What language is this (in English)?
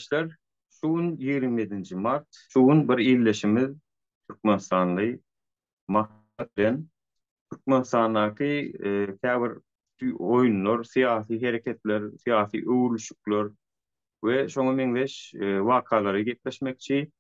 Turkmen